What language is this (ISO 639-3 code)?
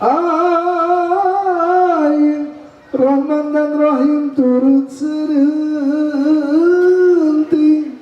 bew